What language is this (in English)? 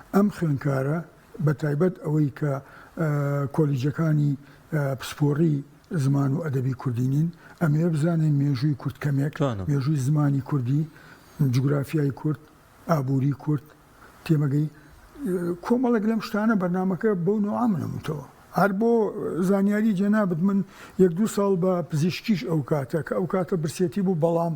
Central Kurdish